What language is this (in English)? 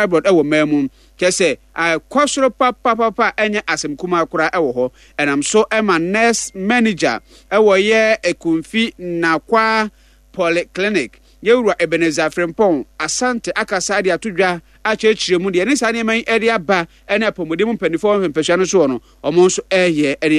Akan